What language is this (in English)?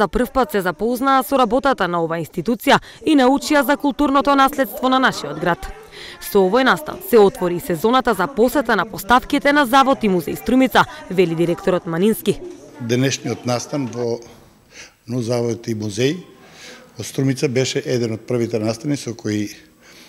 Macedonian